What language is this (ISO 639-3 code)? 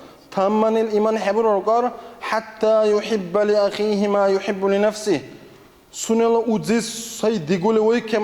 dar